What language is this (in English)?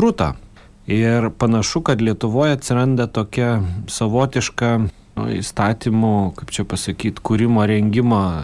Lithuanian